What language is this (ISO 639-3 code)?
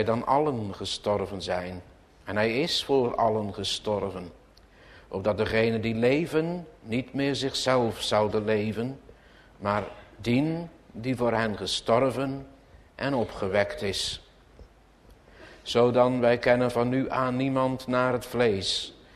nld